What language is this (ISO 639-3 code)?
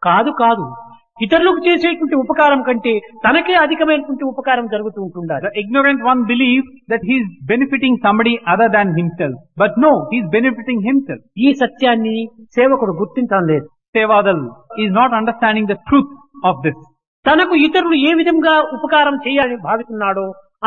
tel